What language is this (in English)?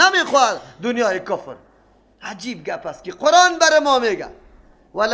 Persian